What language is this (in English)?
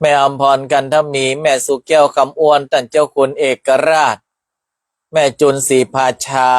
Northern Thai